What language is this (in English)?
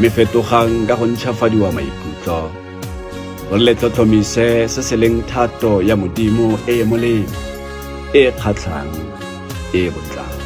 Tswana